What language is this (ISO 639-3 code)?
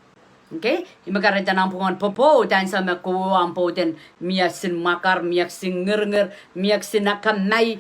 pon